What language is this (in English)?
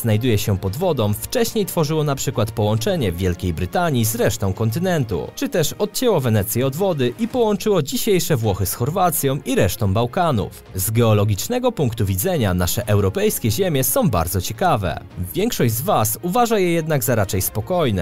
Polish